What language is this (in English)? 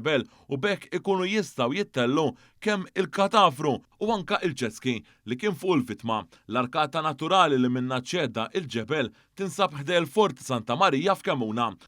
Maltese